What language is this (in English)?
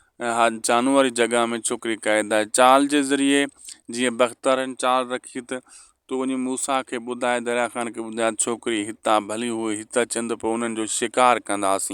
Sindhi